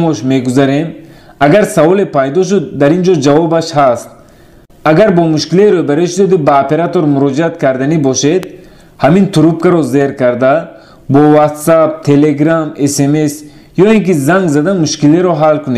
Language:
Tajik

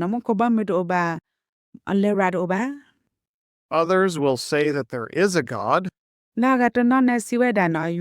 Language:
S'gaw Karen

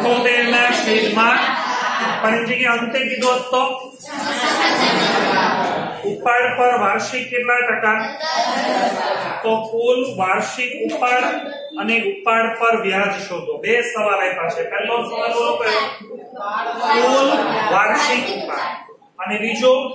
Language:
Gujarati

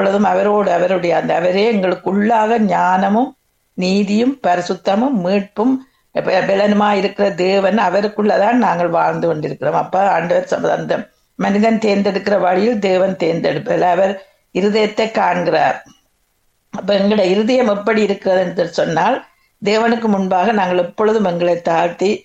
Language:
Tamil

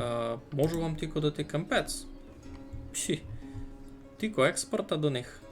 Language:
Rusyn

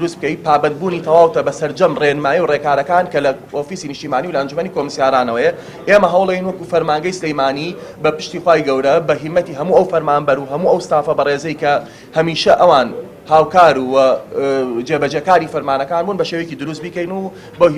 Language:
Central Kurdish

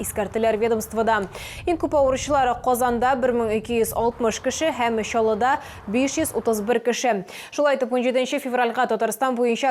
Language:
Tatar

